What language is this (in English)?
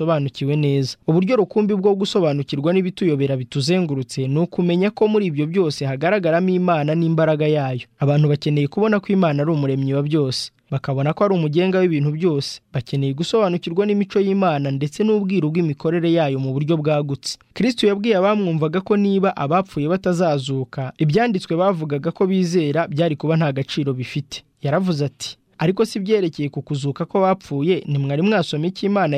Kinyarwanda